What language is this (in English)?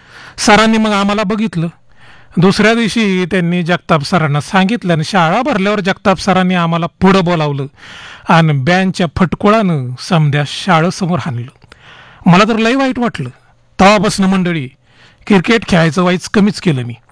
Marathi